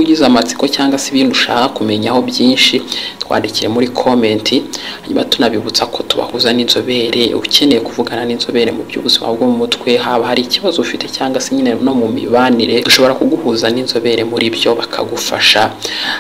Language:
Kinyarwanda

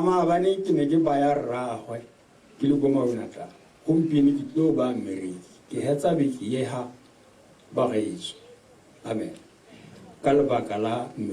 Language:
Tswana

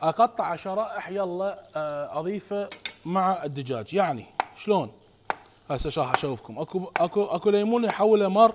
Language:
Mesopotamian Arabic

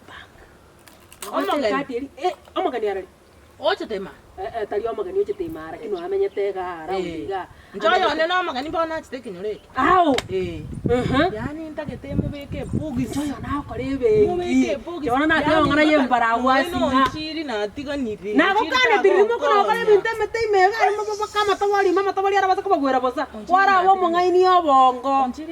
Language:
Gusii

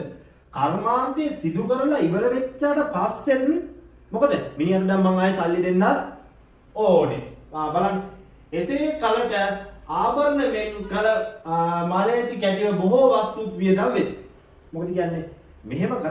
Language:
Sinhala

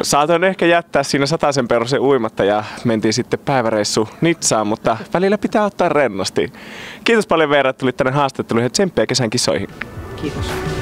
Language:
Finnish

